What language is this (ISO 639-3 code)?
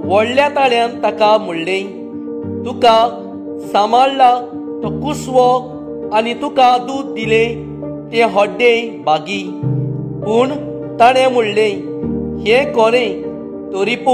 kok